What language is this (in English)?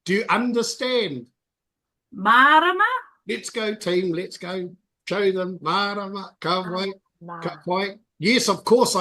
Māori